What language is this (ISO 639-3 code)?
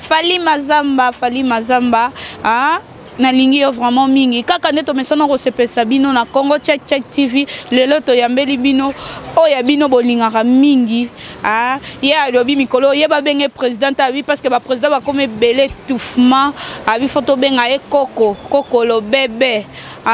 lin